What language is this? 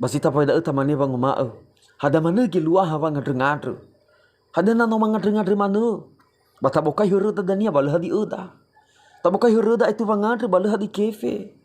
Nias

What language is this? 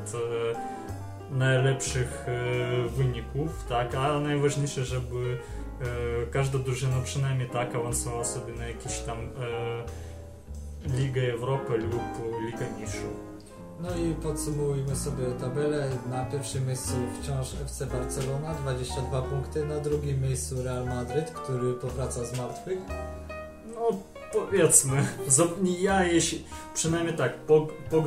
Polish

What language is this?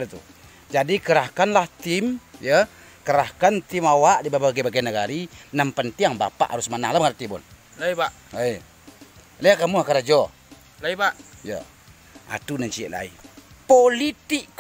Minangkabau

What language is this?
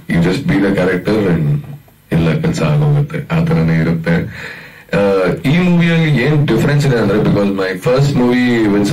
Kannada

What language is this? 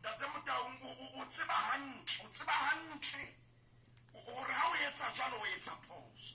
Southern Sotho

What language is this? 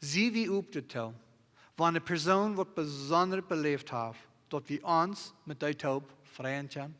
Plautdietsch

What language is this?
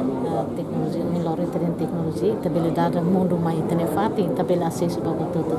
Tetum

